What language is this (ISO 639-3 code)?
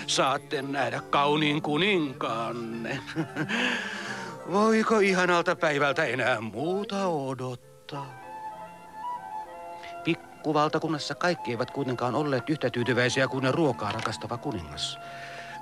fin